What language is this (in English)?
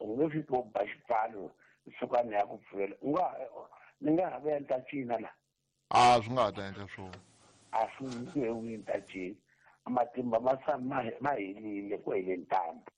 Tsonga